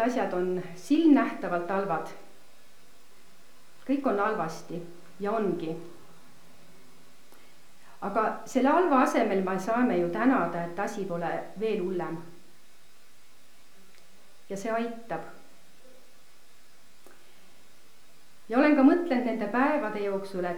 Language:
Estonian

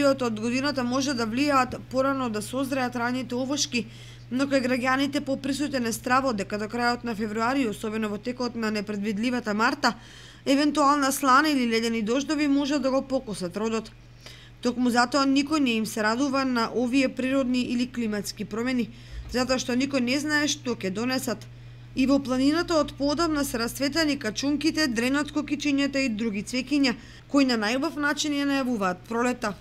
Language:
Macedonian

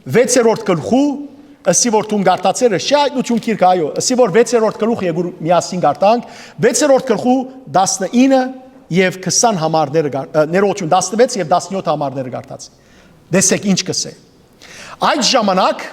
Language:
Western Armenian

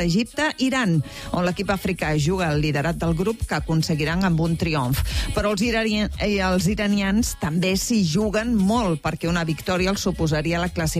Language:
Catalan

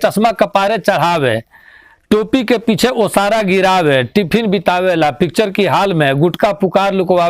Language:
Bhojpuri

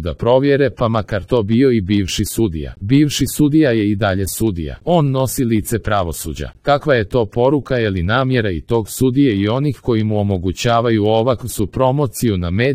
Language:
Serbian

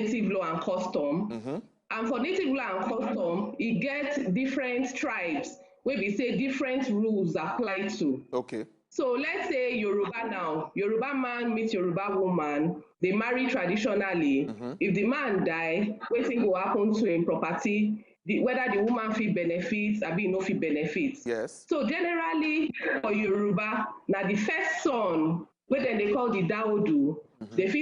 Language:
Nigerian Pidgin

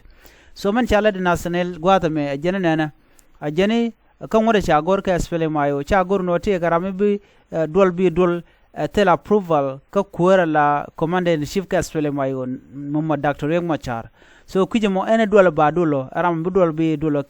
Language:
Nuer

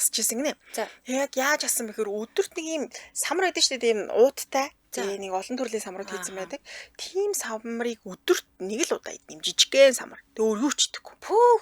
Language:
Mongolian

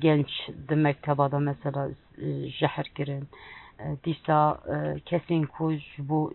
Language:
Kurdish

